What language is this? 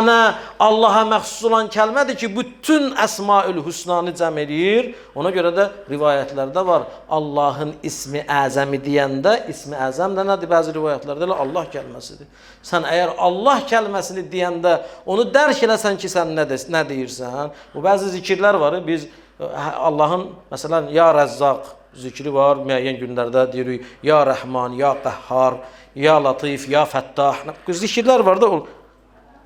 Azerbaijani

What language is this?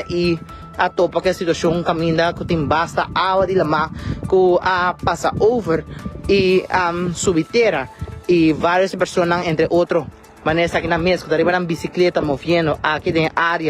Papiamento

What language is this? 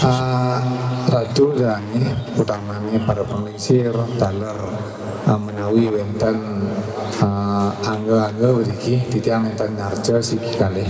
Balinese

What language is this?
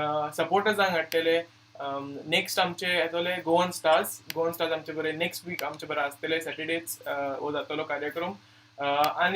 Konkani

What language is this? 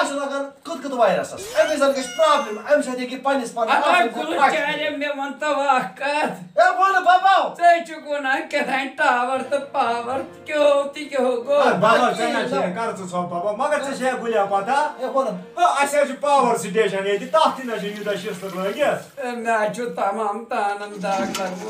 Kashmiri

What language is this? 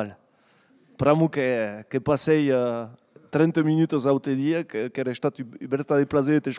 Occitan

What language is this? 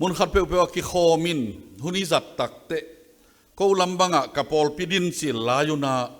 Tedim Chin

